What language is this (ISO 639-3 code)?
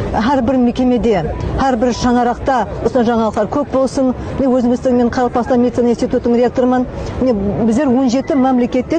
kaa